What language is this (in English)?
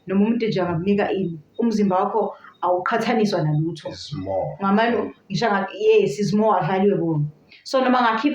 Zulu